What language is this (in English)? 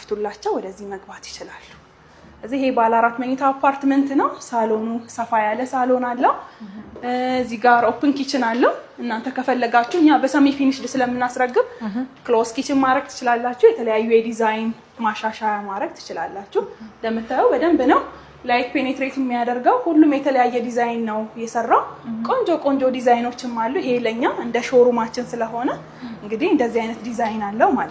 Amharic